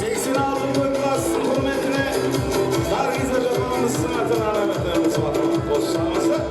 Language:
Kara-Kalpak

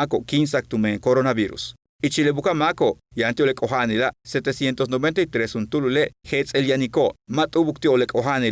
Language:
Yucateco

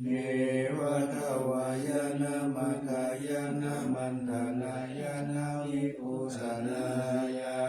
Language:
Pali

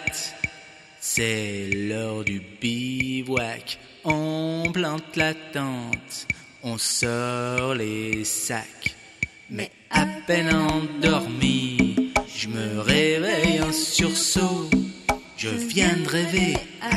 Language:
French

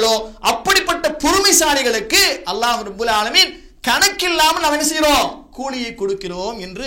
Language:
Tamil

